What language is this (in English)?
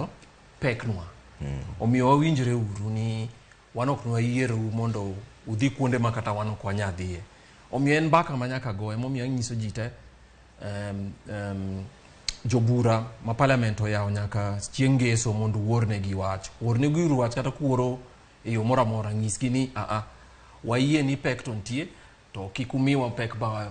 Luo (Kenya and Tanzania)